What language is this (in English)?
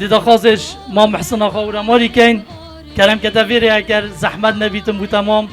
Kurdish